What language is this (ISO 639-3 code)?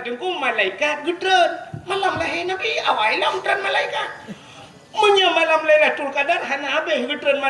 ace